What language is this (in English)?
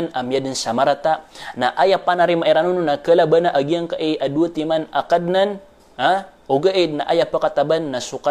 Maranao